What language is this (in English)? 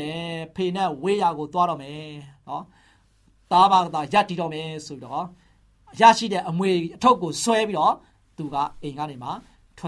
Burmese